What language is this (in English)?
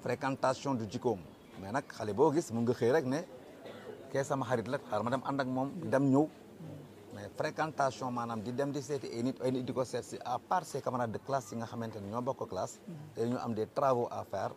Wolof